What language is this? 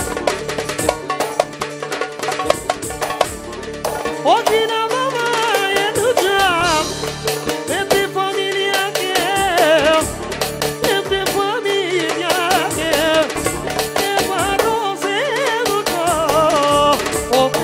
Romanian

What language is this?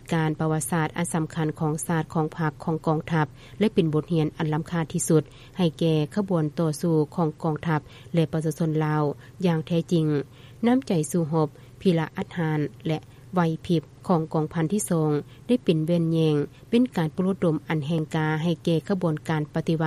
Lao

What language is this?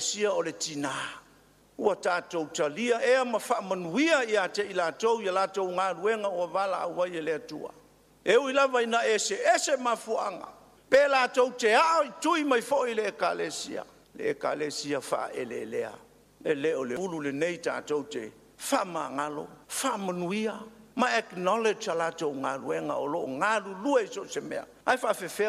Samoan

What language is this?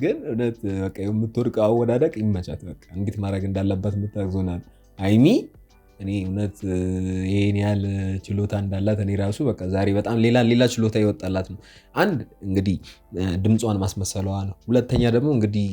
Amharic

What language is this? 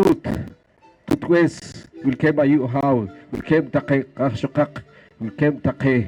Poqomchi'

